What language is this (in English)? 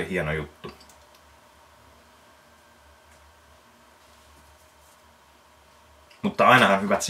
Finnish